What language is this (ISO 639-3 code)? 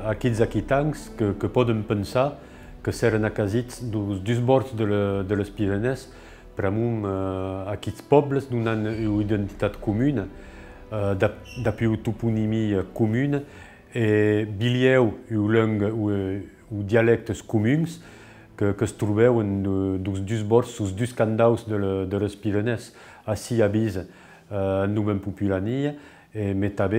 oci